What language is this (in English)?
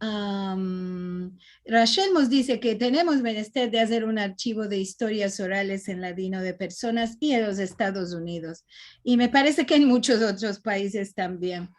Ladino